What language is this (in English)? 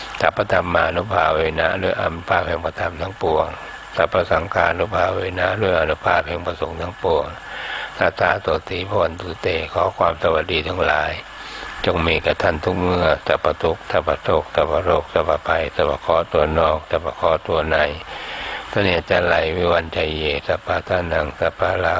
Thai